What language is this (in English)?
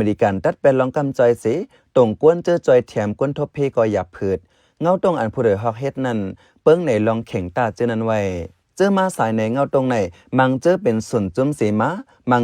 Shan